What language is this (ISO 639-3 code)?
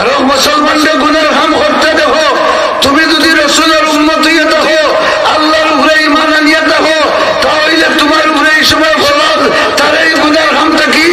syl